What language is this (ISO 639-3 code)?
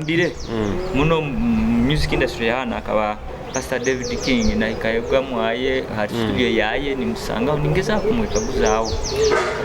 nyo